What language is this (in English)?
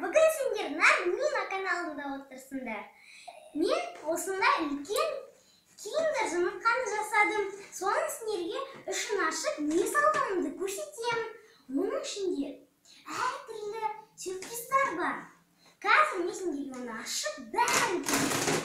Kazakh